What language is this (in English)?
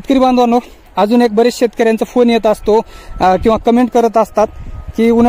Marathi